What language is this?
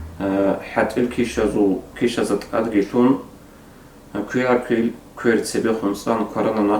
Avaric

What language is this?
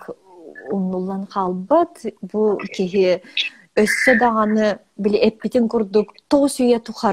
Yakut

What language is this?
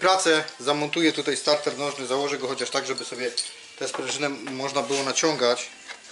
Polish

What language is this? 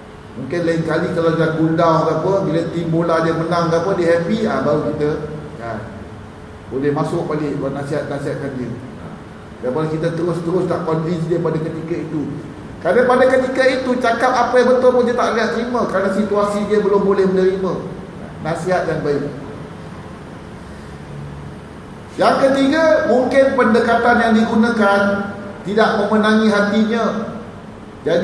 Malay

